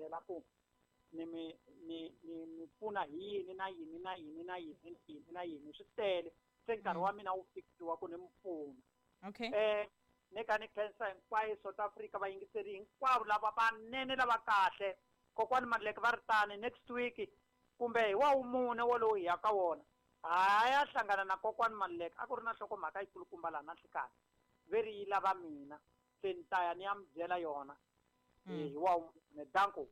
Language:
Tsonga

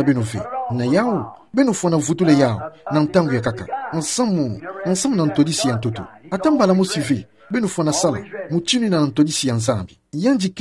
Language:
Kituba (Democratic Republic of Congo)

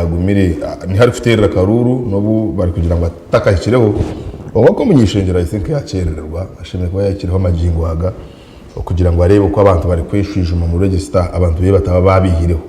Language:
Nyankole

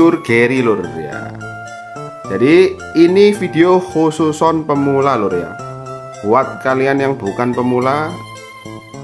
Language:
Indonesian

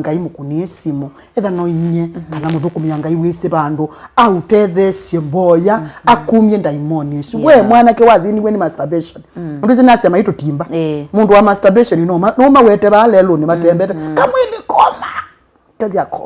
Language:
Kamba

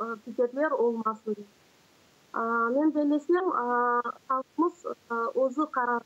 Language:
Crimean Tatar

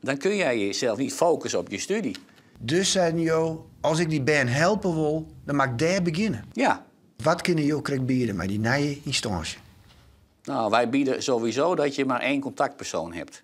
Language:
Western Frisian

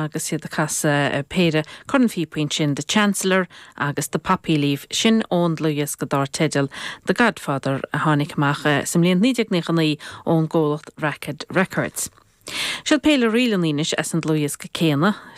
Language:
Irish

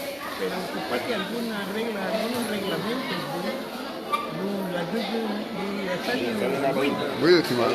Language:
Garifuna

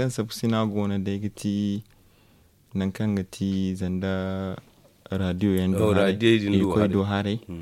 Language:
Zarma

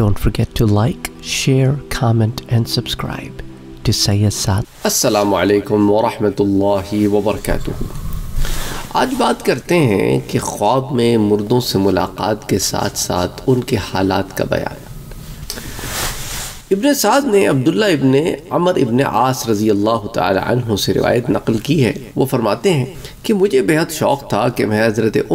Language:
Urdu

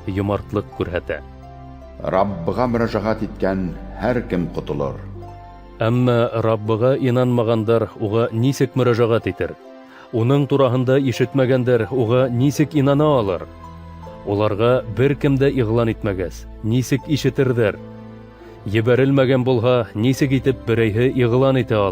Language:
Bashkir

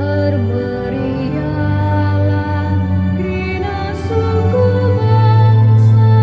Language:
Batak Karo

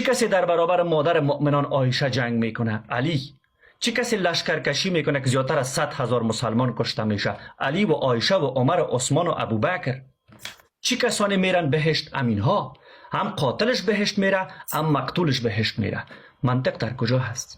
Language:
Persian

